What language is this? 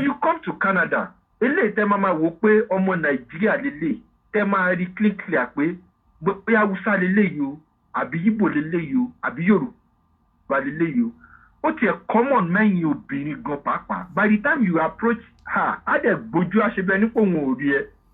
Yoruba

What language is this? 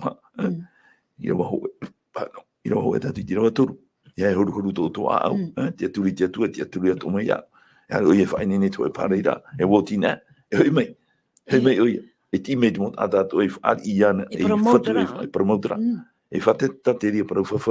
Tahitian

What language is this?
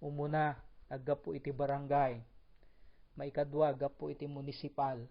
Iloko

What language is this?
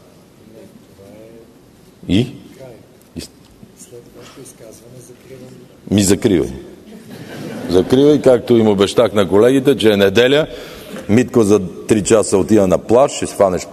Bulgarian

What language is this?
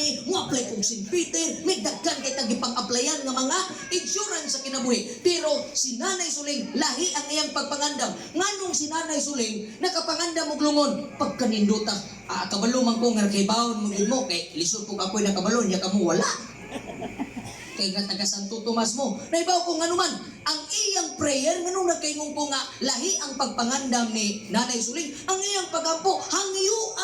Cebuano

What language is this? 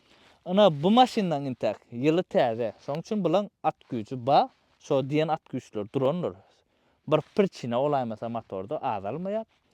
Turkmen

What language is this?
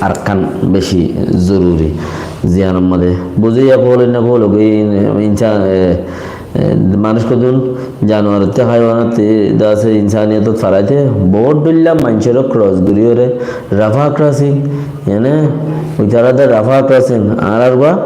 Rohingya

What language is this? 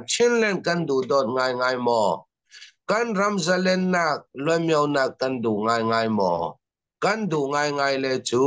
Falam Chin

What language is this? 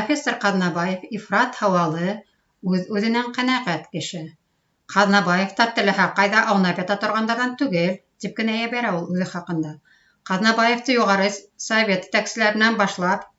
Bashkir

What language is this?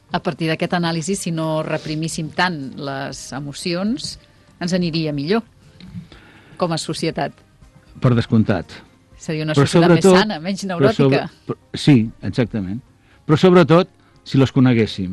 Catalan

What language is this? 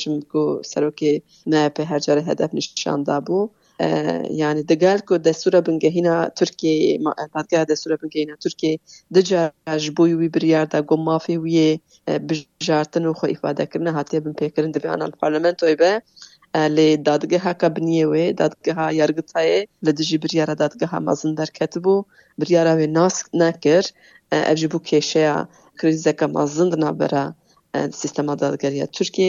Kurdish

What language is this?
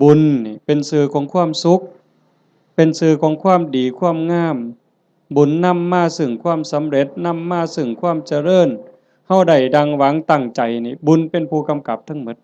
Northeastern Thai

